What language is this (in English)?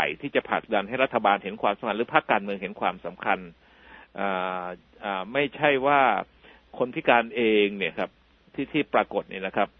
Thai